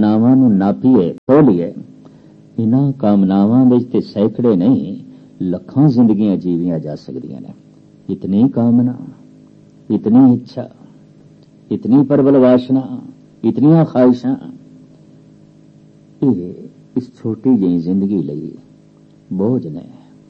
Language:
Punjabi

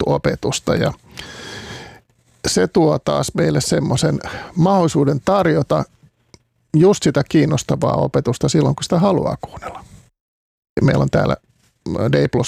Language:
Finnish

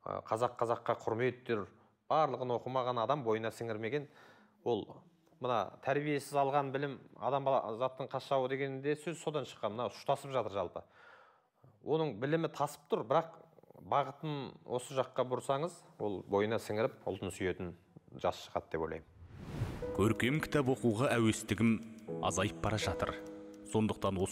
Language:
Kazakh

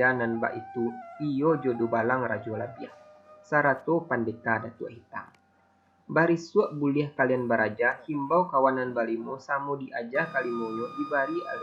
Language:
Minangkabau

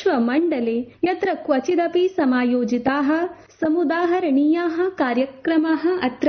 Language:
Sanskrit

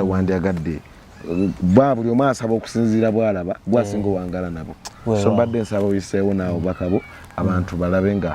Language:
Ganda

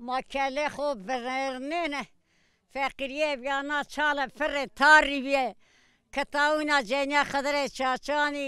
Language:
Zaza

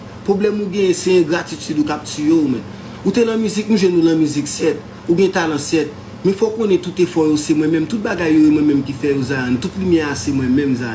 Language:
Haitian Creole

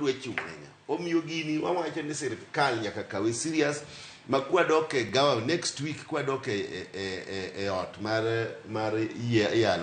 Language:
Luo (Kenya and Tanzania)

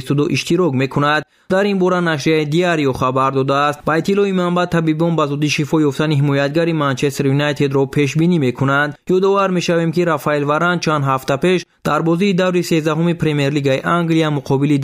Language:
Tajik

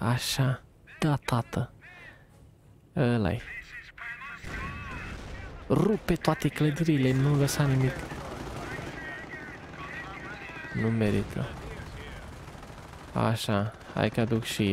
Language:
Romanian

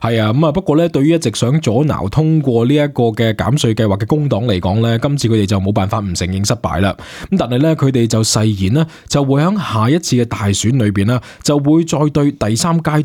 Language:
Cantonese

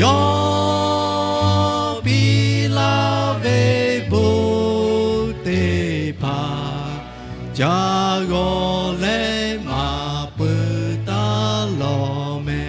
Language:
Lahu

